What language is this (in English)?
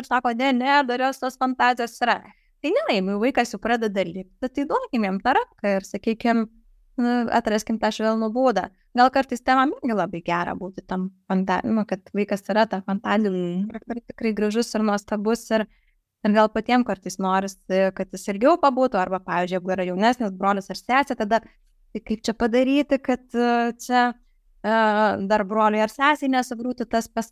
Lithuanian